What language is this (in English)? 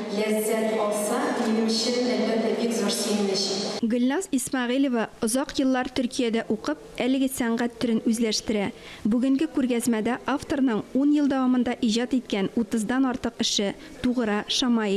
Tatar